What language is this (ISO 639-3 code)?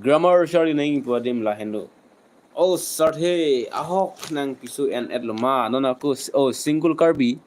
mjw